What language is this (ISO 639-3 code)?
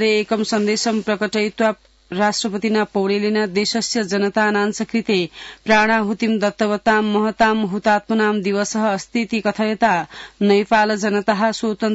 san